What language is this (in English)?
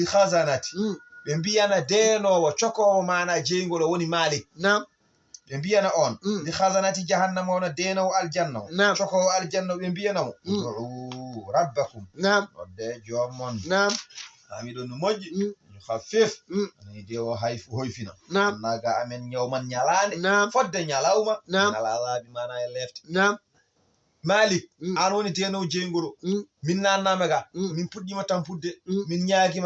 Fula